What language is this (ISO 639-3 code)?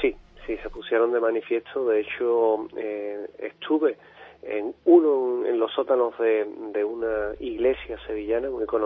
spa